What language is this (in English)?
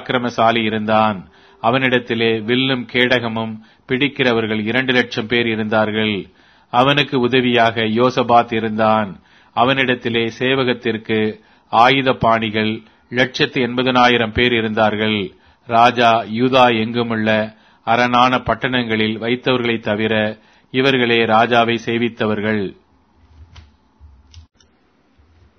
Tamil